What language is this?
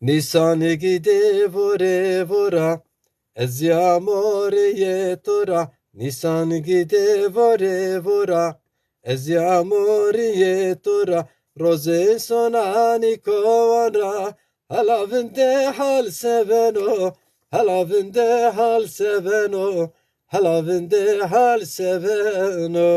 Zaza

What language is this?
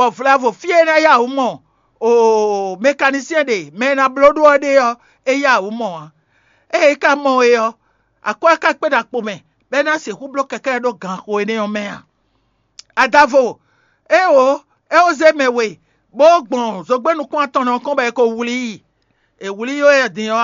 Fon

